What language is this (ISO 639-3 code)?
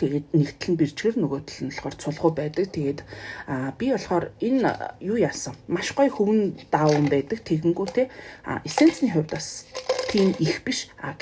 mon